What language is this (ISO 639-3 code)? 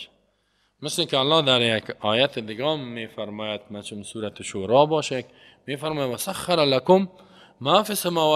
fas